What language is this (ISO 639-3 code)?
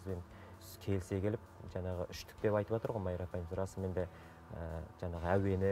kaz